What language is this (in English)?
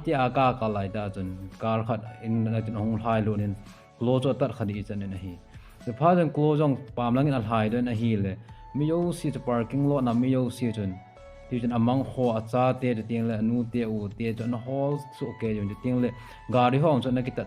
Thado Chin